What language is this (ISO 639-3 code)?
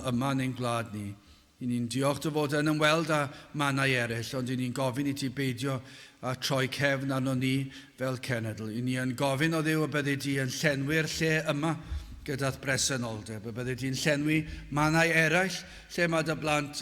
cym